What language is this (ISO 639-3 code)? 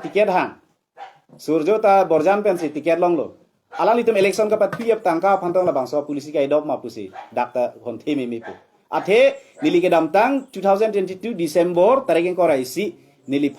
mjw